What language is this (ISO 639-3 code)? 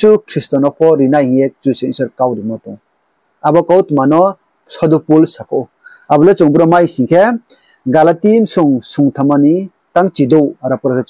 ria